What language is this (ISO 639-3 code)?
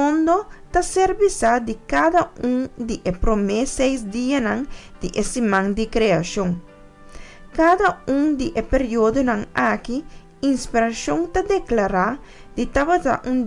pap